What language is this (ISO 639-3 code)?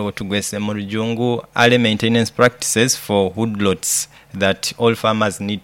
nyo